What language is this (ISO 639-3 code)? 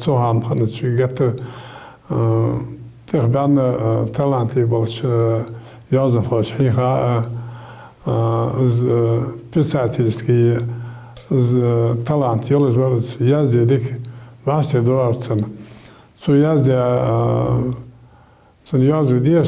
inh